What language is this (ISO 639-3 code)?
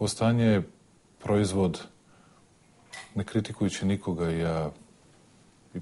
srp